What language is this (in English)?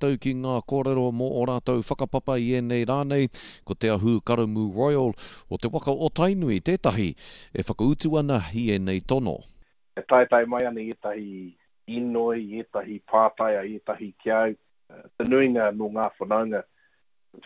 Māori